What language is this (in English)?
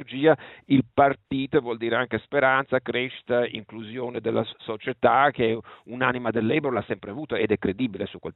Italian